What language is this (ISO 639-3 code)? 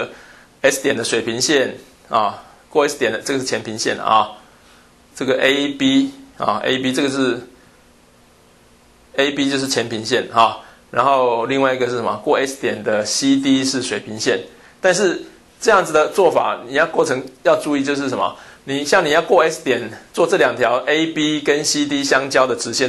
zho